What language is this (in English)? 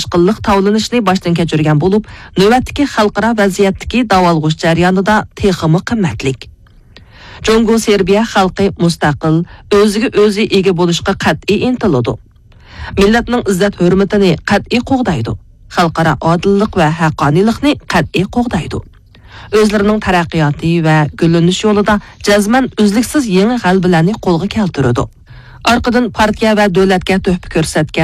Uyghur